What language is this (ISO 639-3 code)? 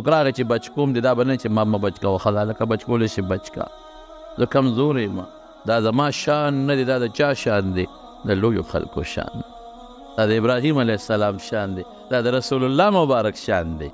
pus